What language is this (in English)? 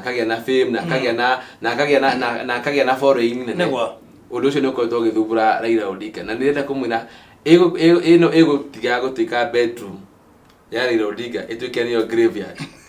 Kikuyu